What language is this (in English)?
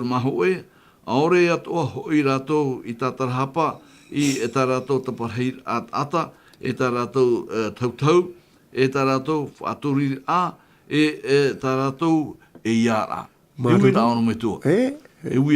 Tahitian